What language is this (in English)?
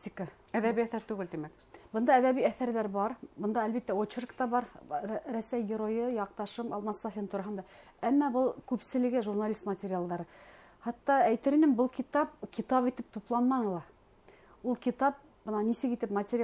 Bashkir